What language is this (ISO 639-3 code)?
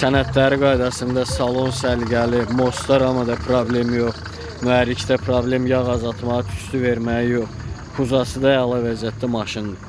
aze